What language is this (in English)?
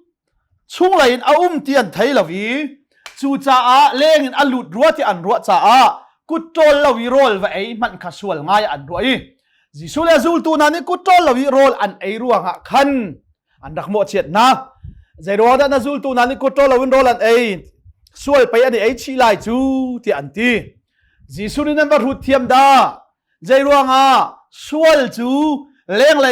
Hakha Chin